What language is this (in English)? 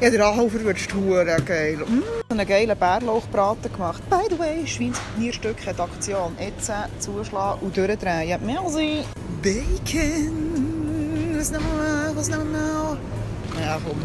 Swiss German